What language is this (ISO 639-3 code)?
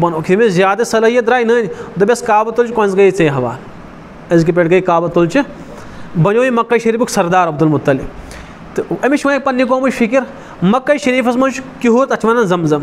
kas